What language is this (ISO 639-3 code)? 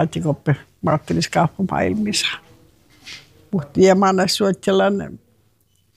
fin